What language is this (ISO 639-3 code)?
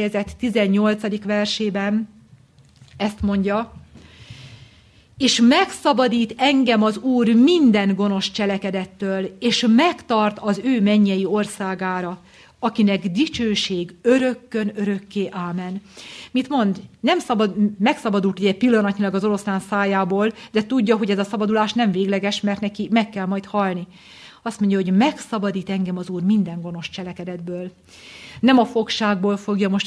hun